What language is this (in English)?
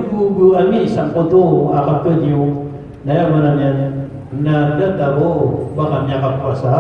Maranao